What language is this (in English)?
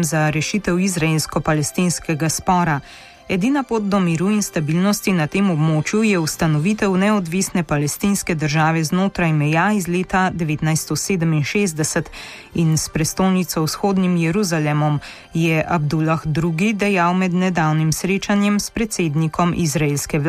Slovenian